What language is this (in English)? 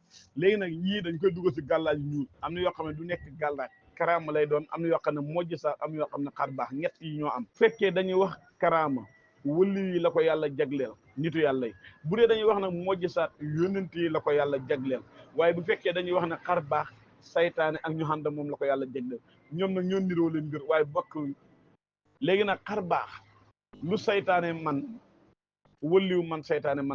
Wolof